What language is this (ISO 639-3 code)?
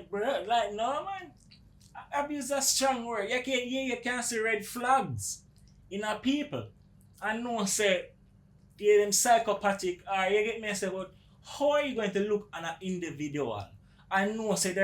jam